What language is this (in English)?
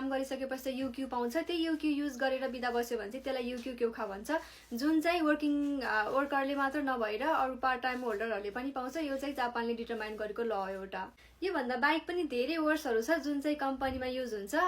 Nepali